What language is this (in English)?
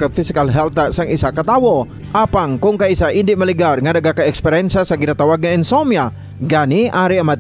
Hiligaynon